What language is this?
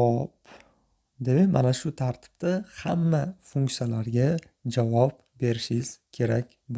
Uzbek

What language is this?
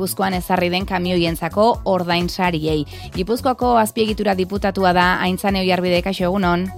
Basque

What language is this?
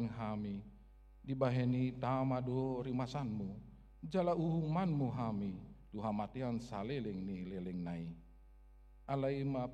Batak Toba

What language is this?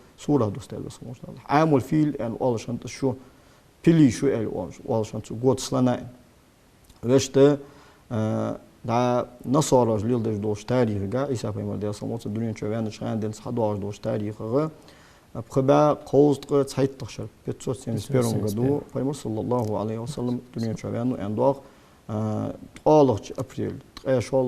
Ingush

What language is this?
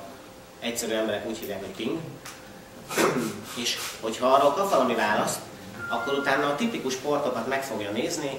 Hungarian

